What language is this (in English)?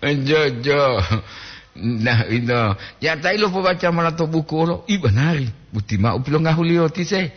Gorontalo